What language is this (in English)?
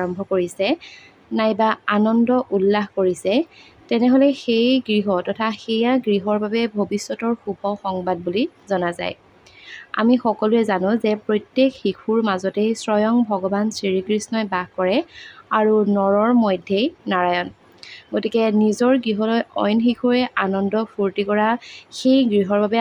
Assamese